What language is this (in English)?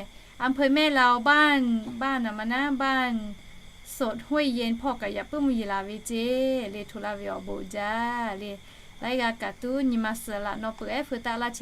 Lahu